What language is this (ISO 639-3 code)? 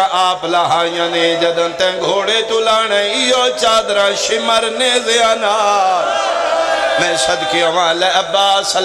phr